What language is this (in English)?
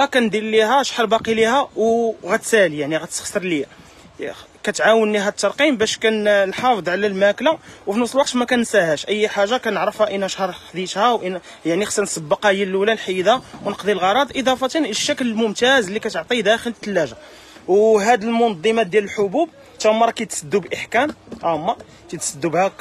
Moroccan Arabic